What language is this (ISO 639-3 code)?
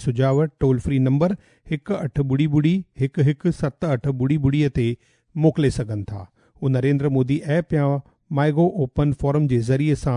snd